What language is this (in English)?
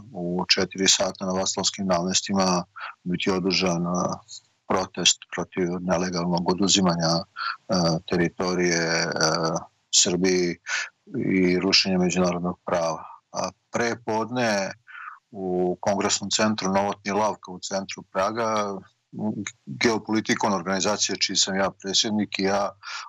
Serbian